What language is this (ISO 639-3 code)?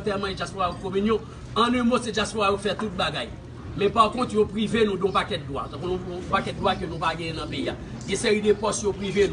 hat